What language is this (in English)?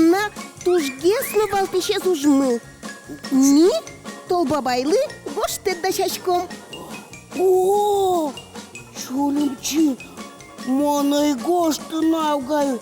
Udmurt